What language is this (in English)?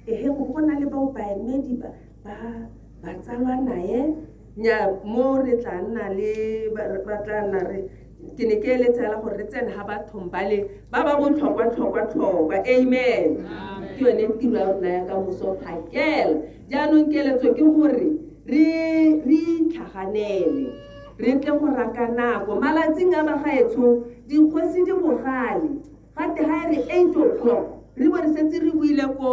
Tswana